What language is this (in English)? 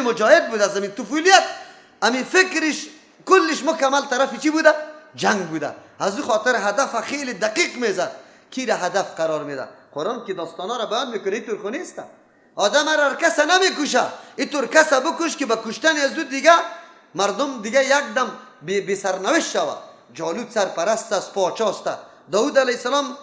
Persian